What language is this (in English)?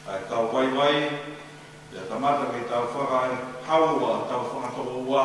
Tongan